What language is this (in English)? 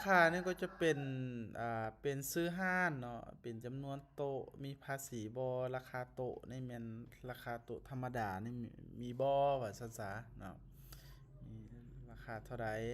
Lao